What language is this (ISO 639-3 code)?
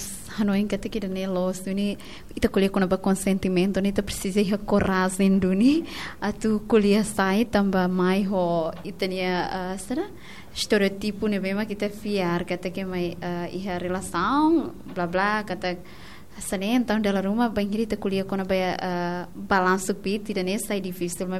tet